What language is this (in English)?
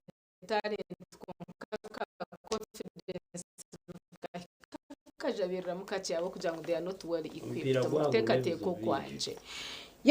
Nyankole